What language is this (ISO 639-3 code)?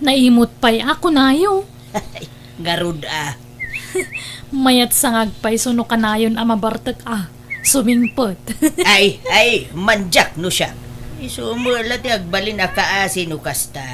ilo